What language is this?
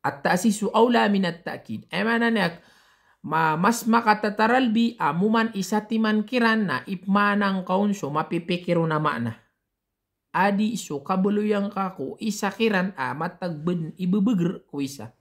Maranao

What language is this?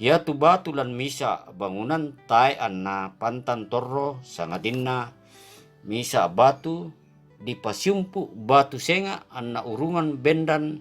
Toraja-Sa'dan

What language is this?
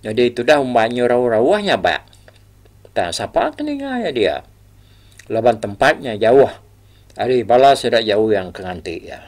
Iban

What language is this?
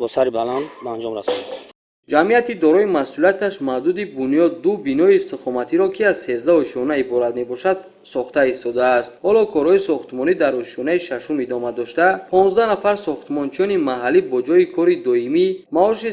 Tajik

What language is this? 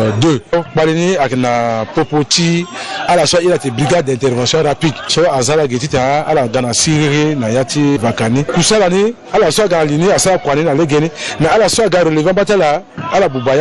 Sango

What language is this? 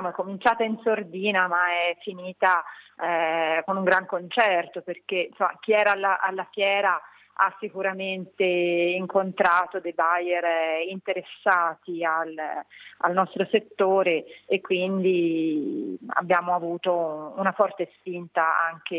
Italian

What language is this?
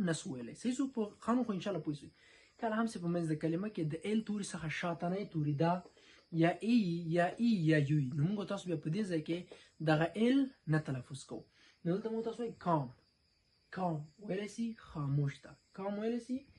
Pashto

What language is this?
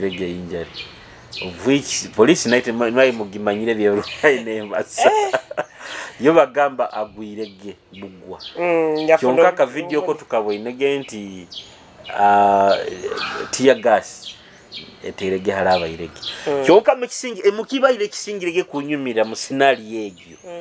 Nyoro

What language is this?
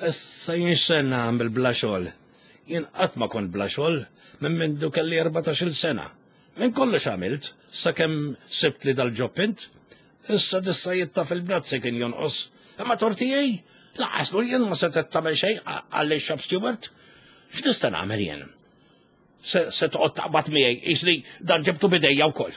Maltese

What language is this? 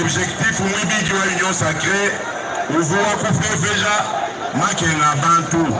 Luba-Lulua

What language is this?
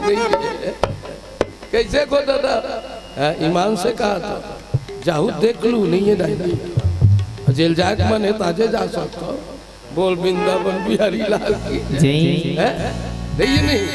Chhattisgarhi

